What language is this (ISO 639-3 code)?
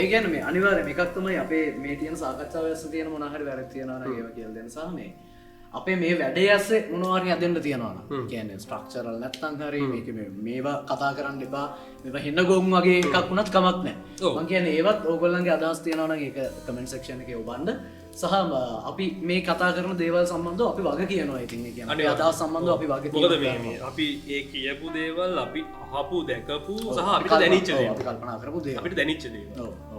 sin